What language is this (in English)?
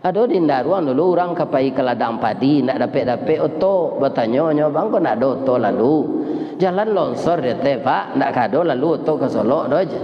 Minangkabau